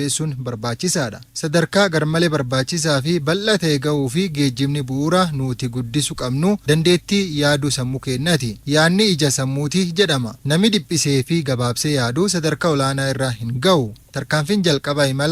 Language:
Oromo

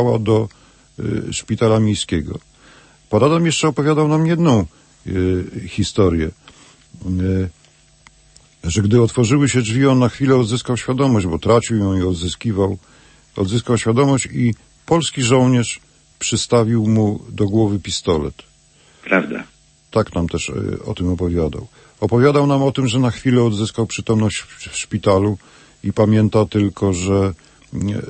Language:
Polish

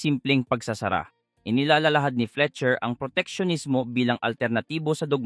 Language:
Filipino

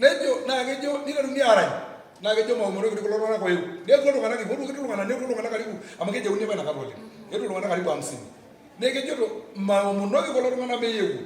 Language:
Masai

